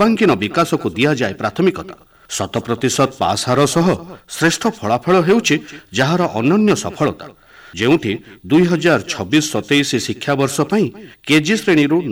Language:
Odia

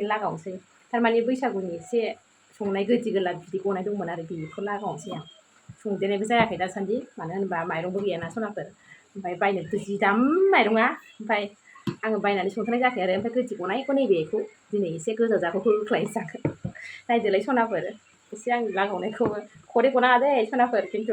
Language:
Bodo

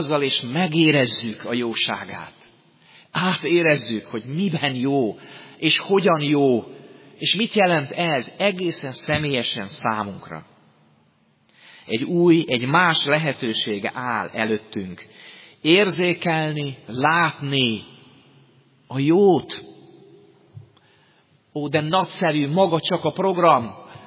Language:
Hungarian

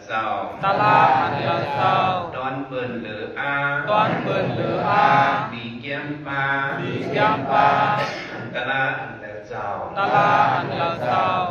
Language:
Shan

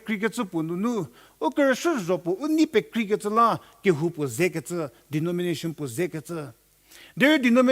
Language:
Angami Naga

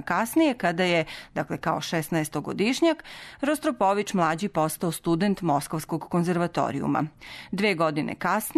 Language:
Serbian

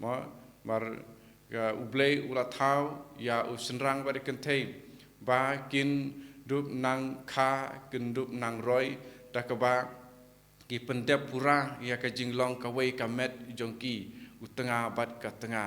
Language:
Khasi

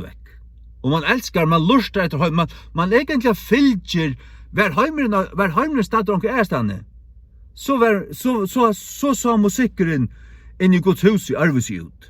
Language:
Faroese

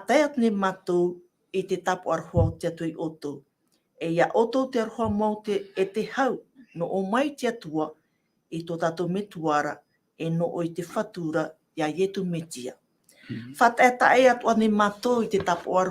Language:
Tahitian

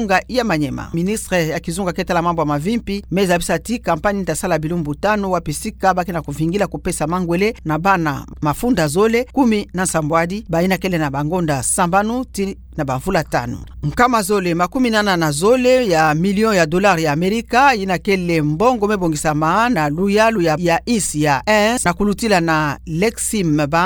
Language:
Kituba (Democratic Republic of Congo)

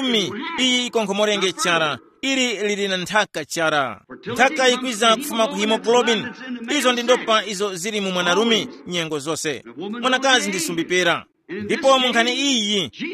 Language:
Tumbuka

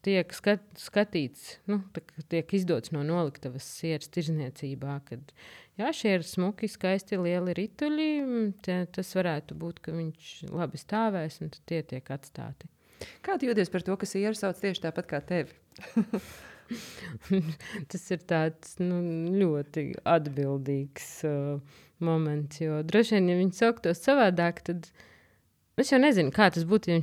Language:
Latvian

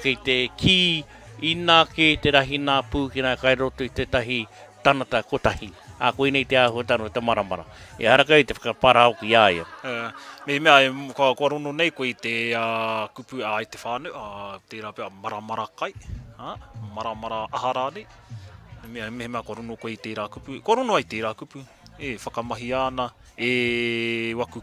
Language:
Māori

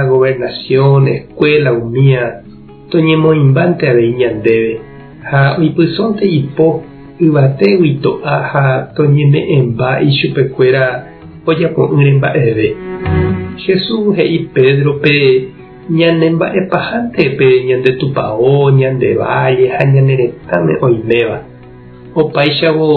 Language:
Guarani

